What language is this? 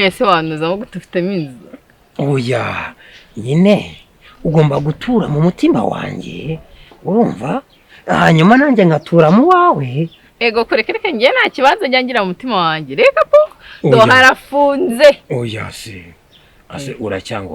Kinyarwanda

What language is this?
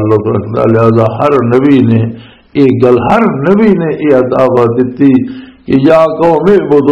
Western Panjabi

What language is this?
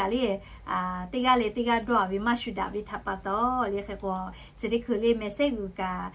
Lahu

